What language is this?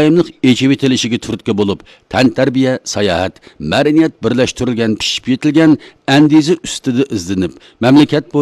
Uyghur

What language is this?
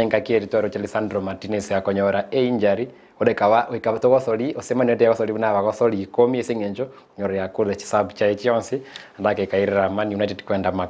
Gusii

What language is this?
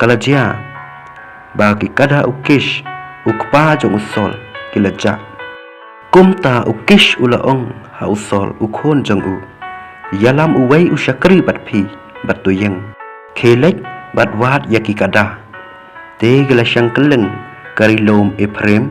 Khasi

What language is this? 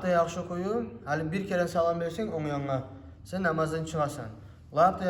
Kumyk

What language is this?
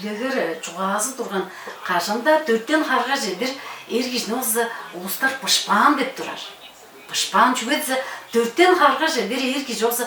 Tuvinian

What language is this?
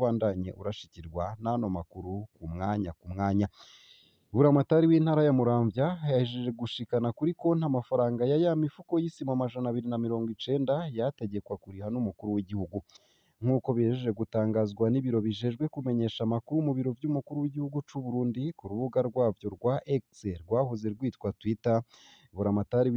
Rundi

